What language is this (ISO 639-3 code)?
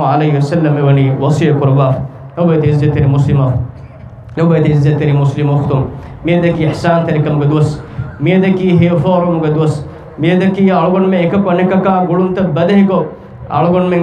div